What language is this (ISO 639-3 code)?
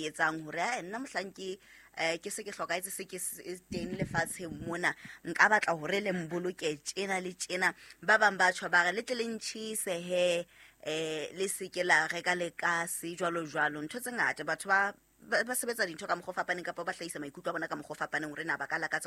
sot